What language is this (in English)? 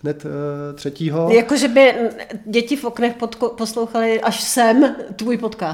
Czech